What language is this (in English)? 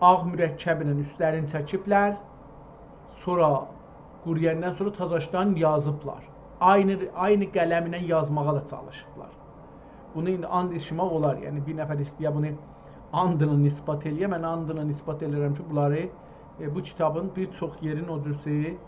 South Azerbaijani